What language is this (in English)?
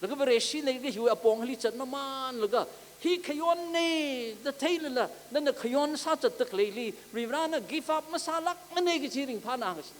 Tangkhul Naga (India)